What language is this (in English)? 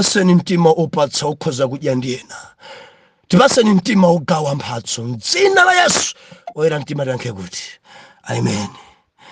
Nyanja